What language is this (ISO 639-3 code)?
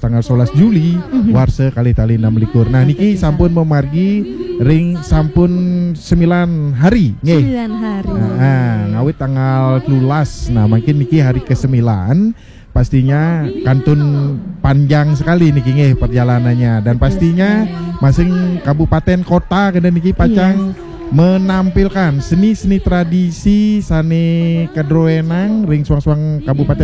ban